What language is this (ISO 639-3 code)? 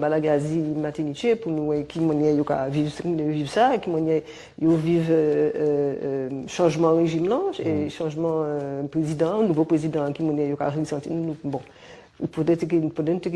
gcf